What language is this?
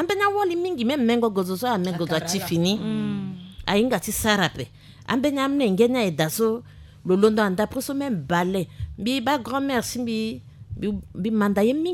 Sango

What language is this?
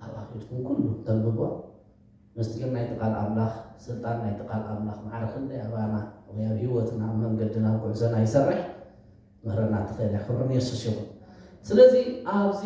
Tigrinya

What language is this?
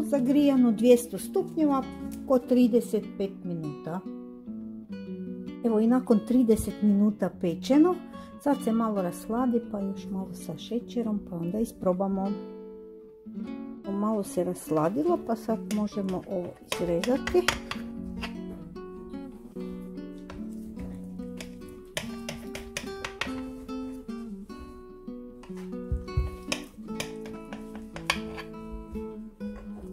Croatian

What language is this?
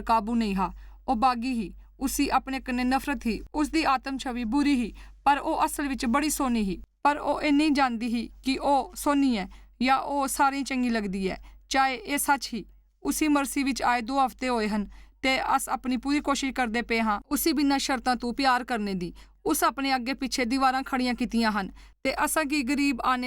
Dogri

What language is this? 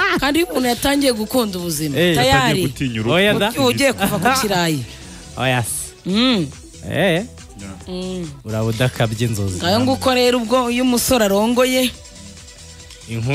Kinyarwanda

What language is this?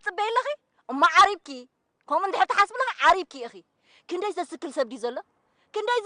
Tigrinya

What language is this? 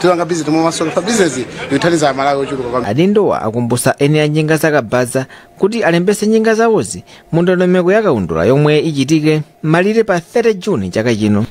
Nyanja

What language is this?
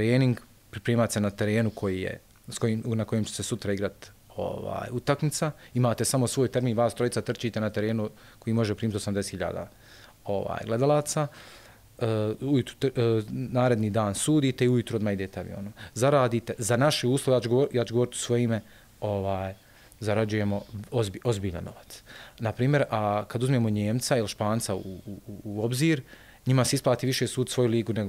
Bosnian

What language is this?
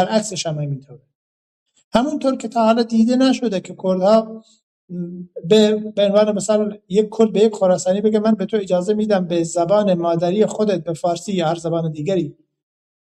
Persian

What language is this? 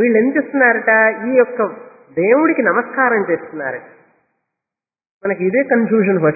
Telugu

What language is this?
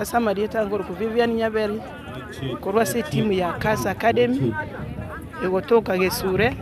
Gusii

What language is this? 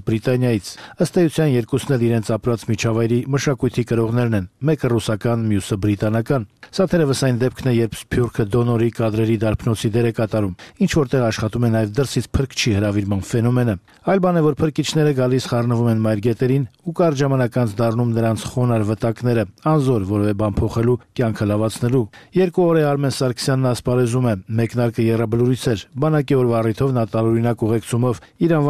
Armenian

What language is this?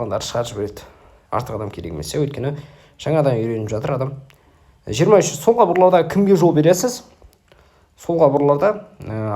Kazakh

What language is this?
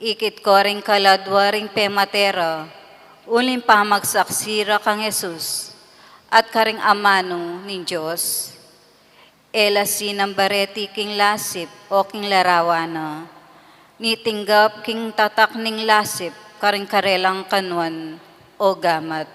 Pampanga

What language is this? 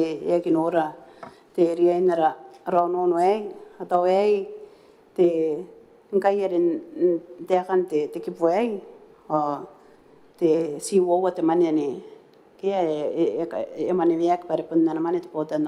Gilbertese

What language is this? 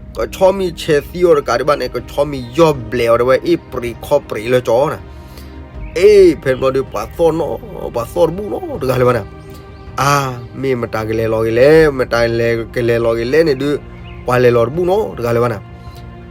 S'gaw Karen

